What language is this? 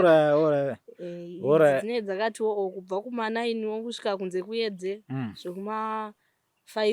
Shona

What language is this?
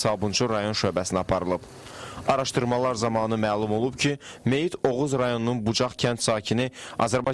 Azerbaijani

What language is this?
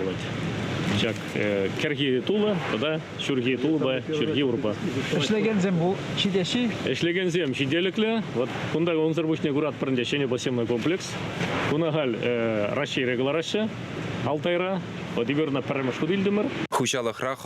Chuvash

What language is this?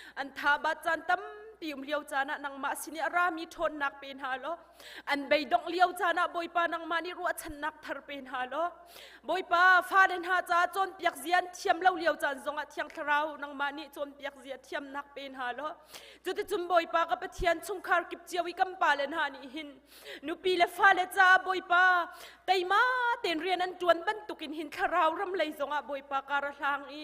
Hakha Chin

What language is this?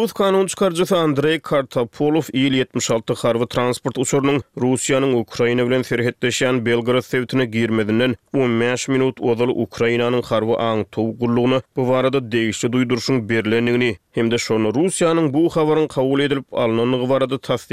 Turkmen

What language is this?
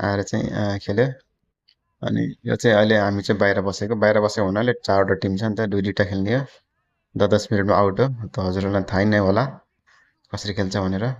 Nepali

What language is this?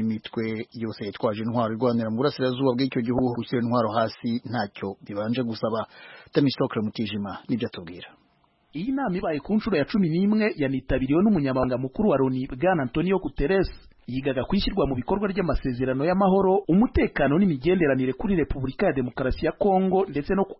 Kinyarwanda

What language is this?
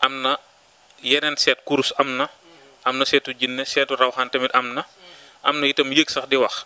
Wolof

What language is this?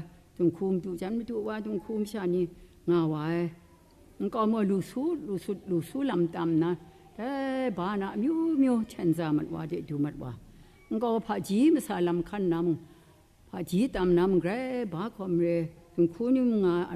Kachin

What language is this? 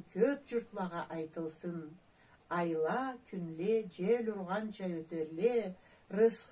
Karachay-Balkar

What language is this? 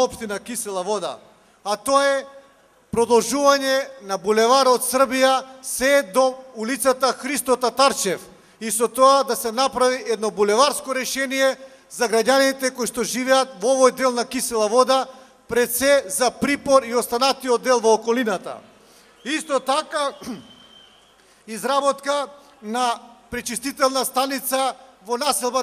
Macedonian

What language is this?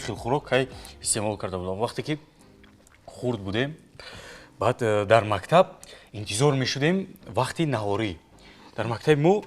Tajik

